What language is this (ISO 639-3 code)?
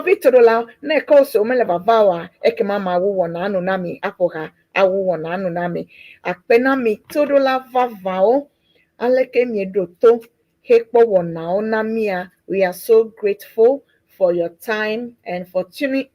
ewe